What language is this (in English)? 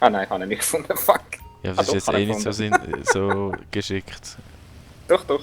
Swiss German